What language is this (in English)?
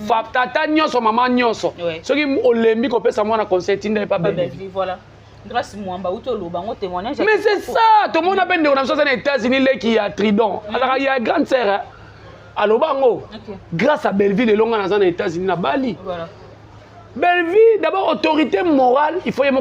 Lingala